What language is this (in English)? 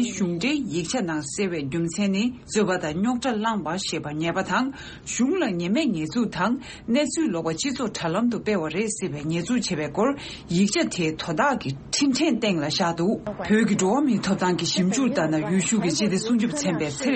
Tibetan